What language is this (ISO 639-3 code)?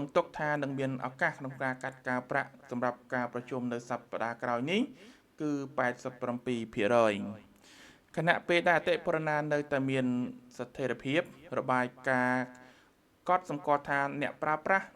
khm